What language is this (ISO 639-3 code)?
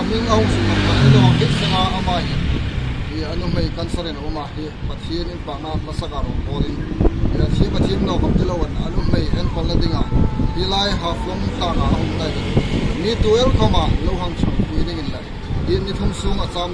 hmr